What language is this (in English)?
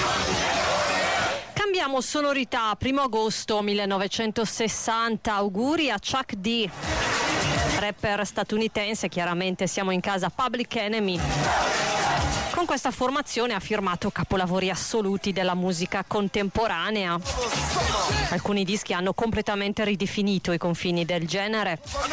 Italian